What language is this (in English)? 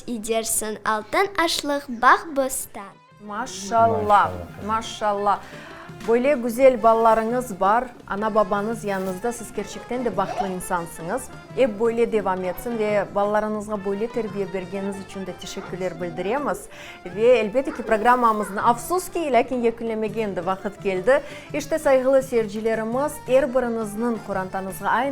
Crimean Tatar